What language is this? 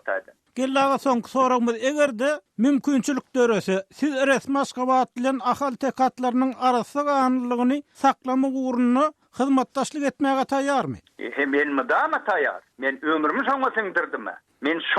Turkmen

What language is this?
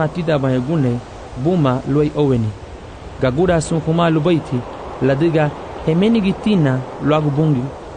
Garifuna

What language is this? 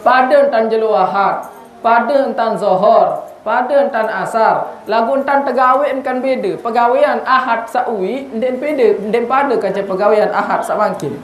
Sasak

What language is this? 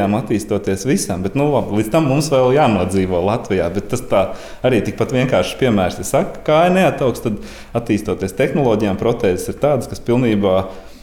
Latvian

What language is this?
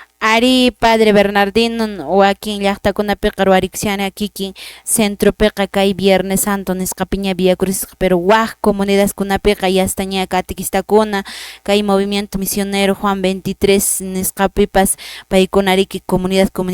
Quechua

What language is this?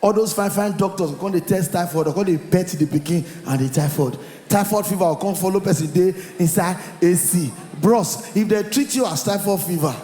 Nigerian Pidgin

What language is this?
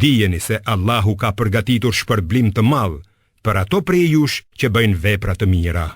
Albanian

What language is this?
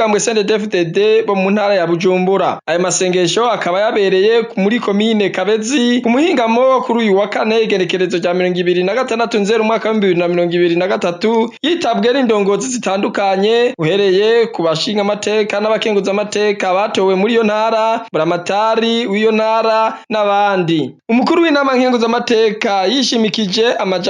Rundi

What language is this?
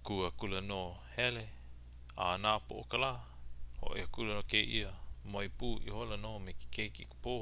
Hawaiian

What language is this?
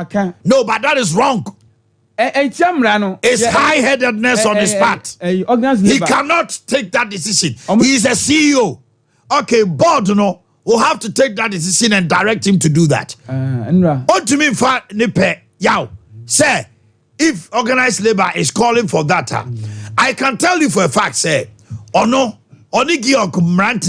Akan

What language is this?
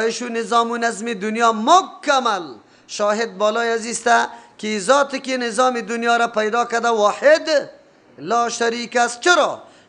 Persian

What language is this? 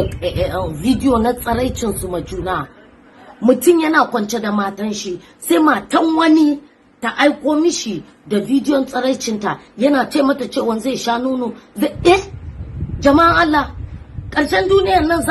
Hausa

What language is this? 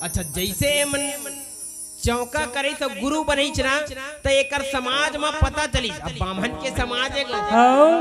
Chhattisgarhi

